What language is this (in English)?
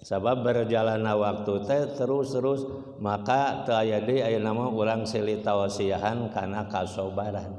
Sundanese